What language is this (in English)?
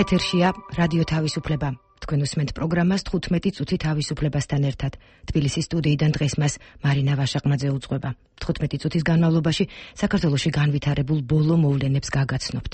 Georgian